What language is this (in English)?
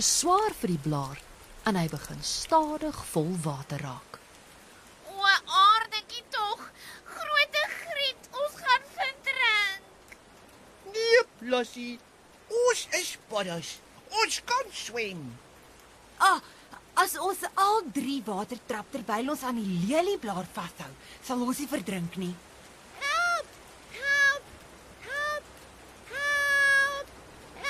Afrikaans